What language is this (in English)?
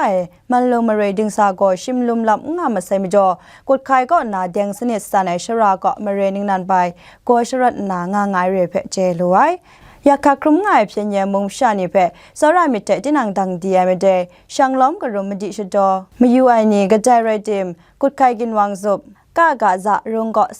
Kachin